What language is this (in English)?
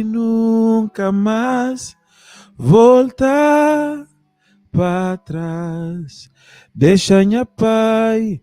Kabuverdianu